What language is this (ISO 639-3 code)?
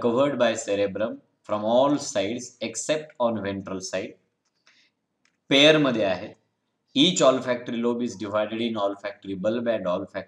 mar